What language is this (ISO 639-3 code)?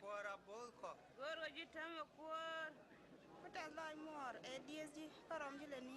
nus